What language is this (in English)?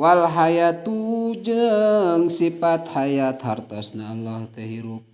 Sundanese